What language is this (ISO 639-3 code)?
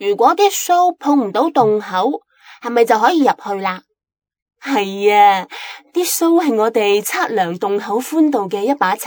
yue